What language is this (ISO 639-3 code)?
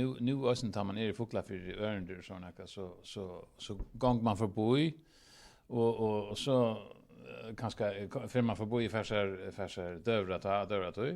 fao